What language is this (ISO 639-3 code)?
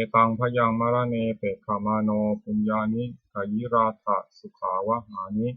pli